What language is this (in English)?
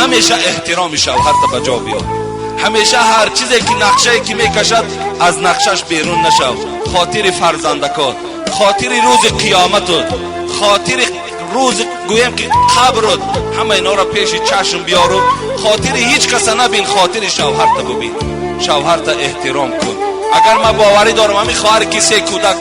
Tajik